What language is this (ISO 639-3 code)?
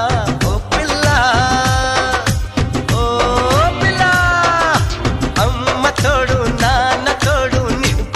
tel